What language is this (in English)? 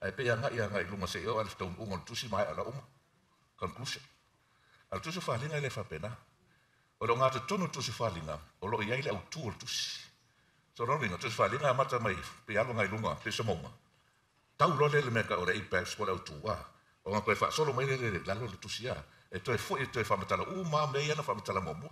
Samoan